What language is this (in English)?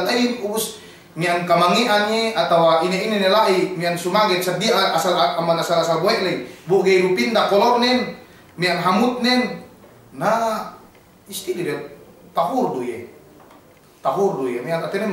Yakan